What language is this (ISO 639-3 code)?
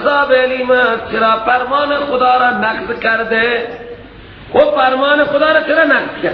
fas